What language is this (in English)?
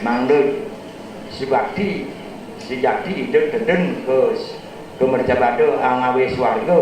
Balinese